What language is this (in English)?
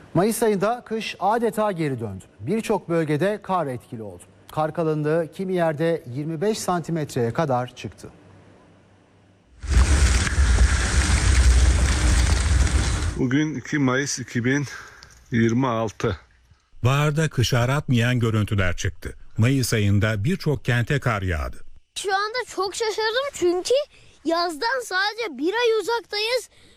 Turkish